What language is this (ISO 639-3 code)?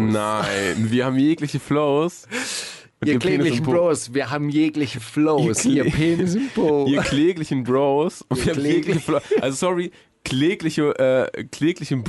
deu